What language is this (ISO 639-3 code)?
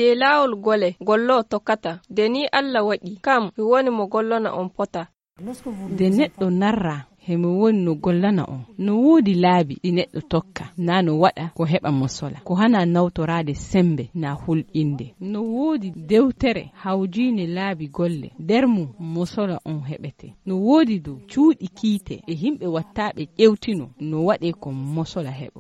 fuv